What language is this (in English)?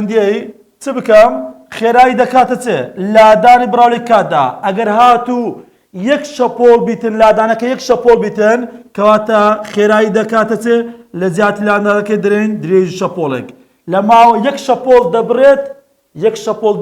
Central Kurdish